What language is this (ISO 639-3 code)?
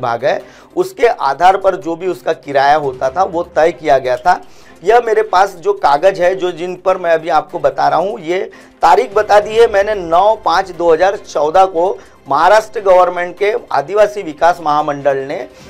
hin